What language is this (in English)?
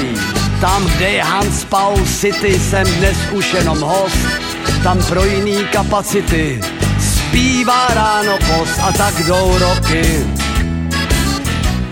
Czech